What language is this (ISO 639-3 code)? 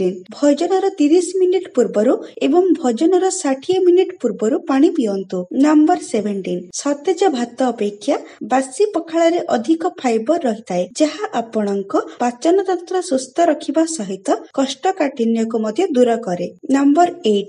ori